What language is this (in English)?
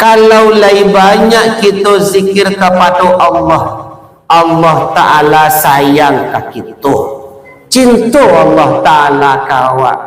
Minangkabau